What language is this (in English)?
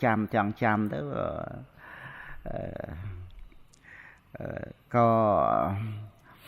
Khmer